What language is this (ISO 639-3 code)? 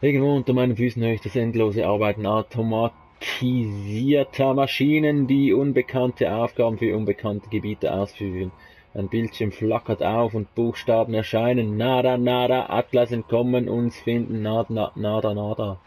gsw